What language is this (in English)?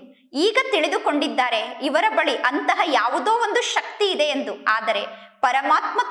Kannada